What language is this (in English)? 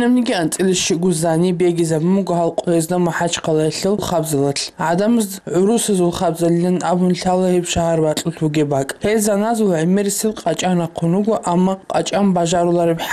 Avaric